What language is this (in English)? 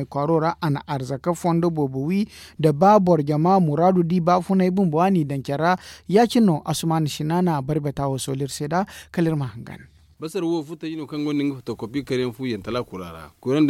Zarma